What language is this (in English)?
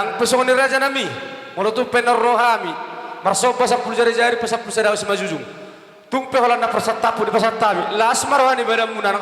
Batak Toba